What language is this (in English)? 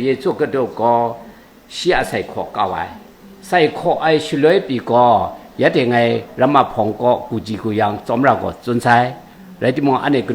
Kachin